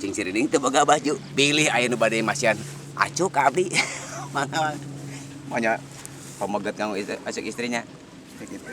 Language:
Sundanese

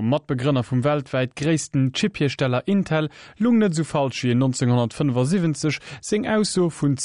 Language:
Luxembourgish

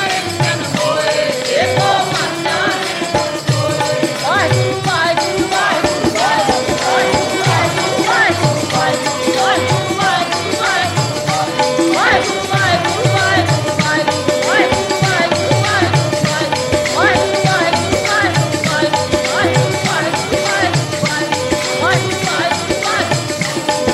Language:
Punjabi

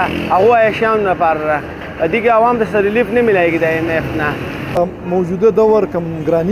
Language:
Pashto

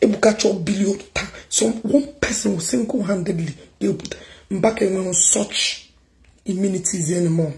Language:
Igbo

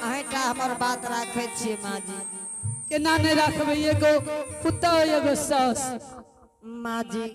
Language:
Angika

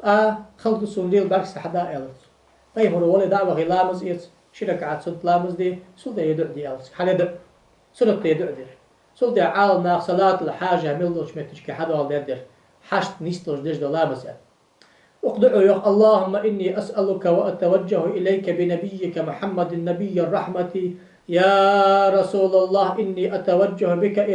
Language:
Ingush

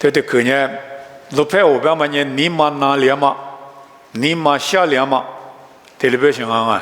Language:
Lisu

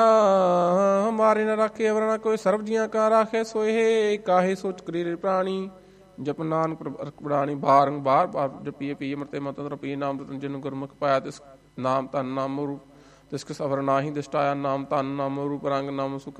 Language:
Punjabi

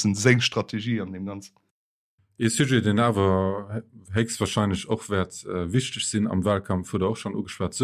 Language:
Luxembourgish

